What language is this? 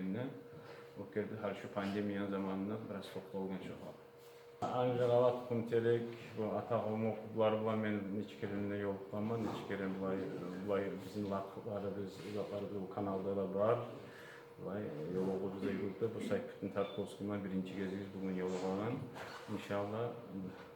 Kumyk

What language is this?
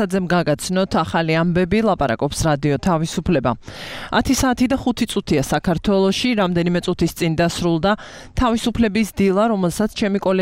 Georgian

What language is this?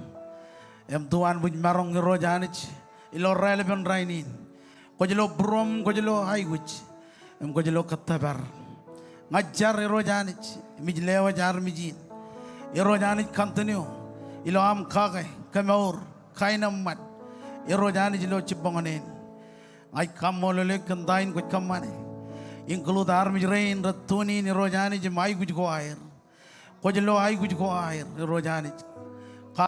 Marshallese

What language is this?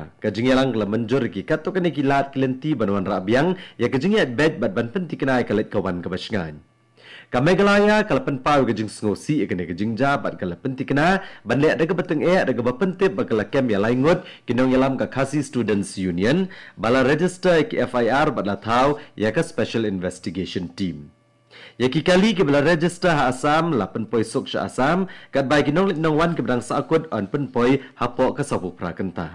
Khasi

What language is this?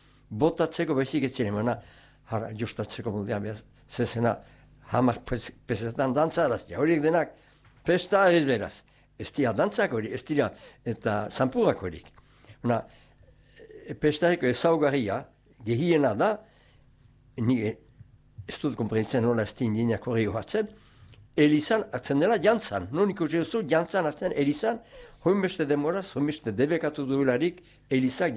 Basque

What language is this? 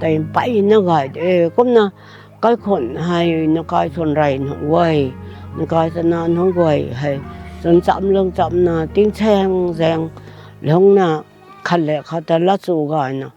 Rongmei Naga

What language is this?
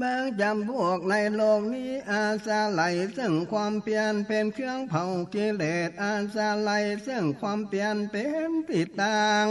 Northern Thai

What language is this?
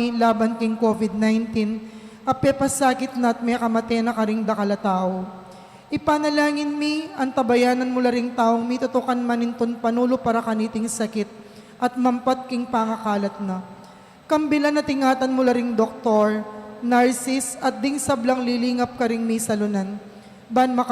Pampanga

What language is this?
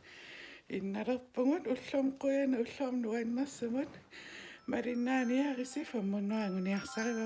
Kalaallisut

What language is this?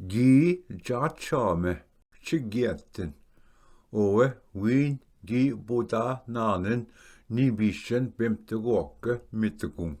Ojibwa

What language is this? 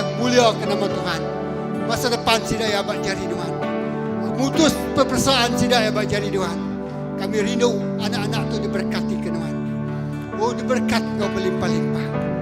Iban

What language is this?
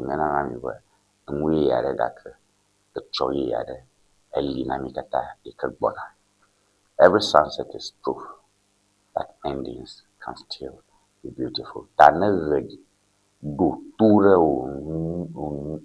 Ewe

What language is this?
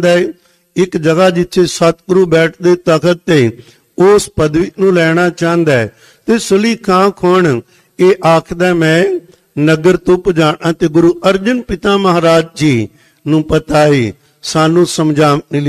Punjabi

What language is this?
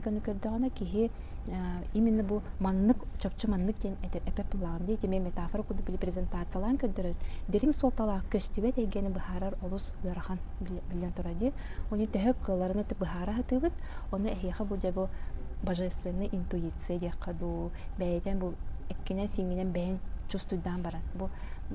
Yakut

